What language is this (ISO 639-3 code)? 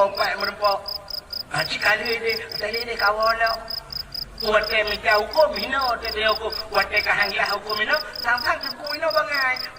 ace